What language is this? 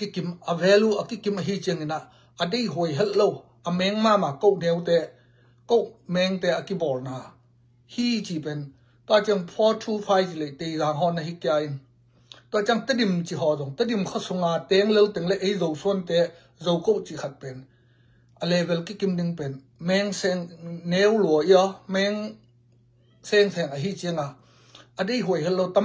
Tedim Chin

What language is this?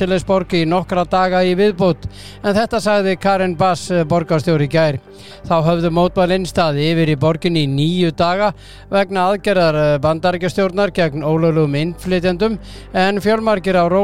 Icelandic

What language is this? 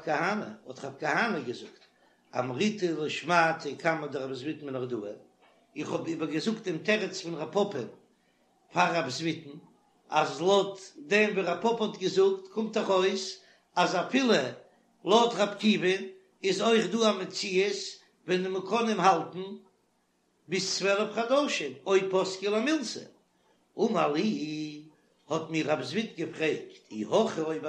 Yiddish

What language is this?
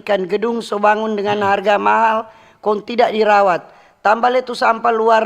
Manado Malay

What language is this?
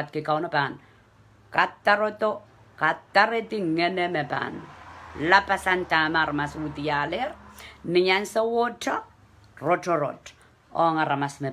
Pohnpeian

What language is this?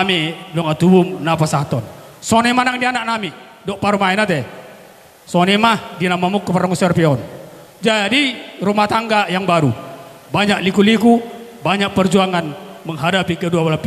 Batak Toba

